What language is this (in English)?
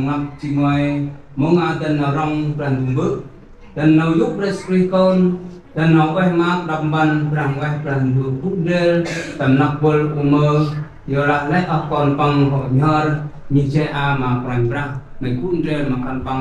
Central Mnong